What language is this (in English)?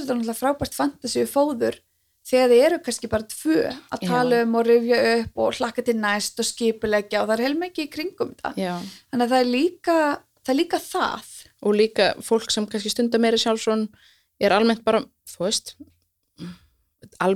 Icelandic